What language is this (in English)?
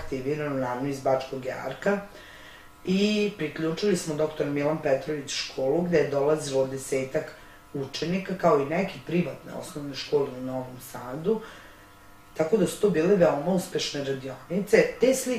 Serbian